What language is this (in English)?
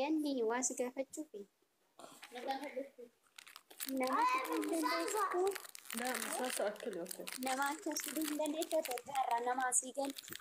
Oromo